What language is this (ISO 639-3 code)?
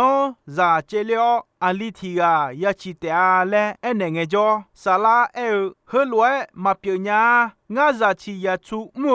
ahk